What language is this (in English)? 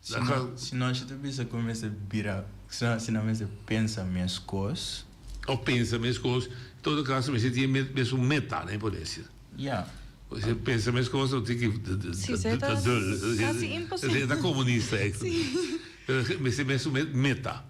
Papiamento